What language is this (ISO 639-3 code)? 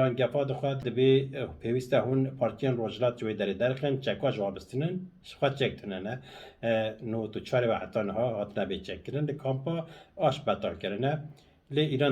kur